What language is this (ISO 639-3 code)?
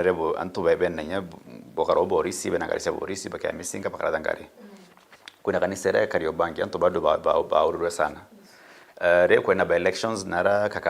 mer